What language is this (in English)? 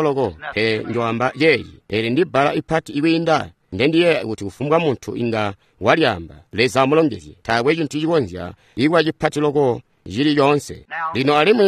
Tonga (Zambia)